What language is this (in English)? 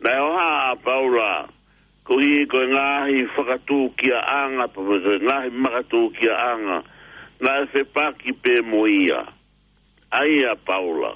Tongan